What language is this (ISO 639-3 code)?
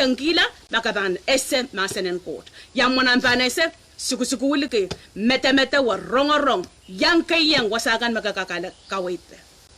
pon